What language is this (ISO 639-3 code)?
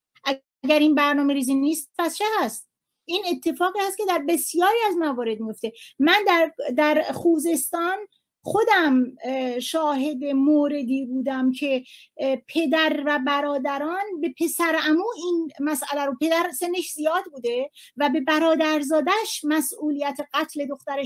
fas